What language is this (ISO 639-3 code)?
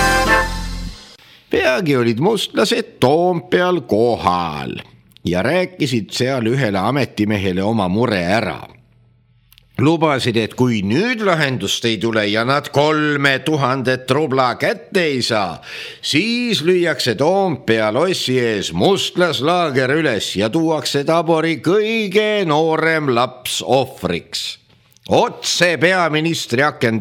est